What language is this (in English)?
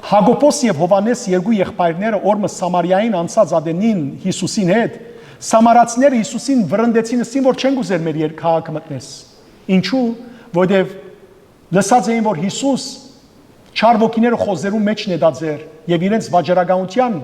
Western Armenian